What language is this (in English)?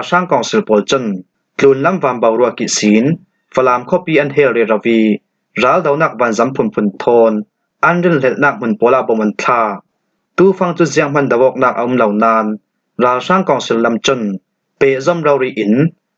Falam Chin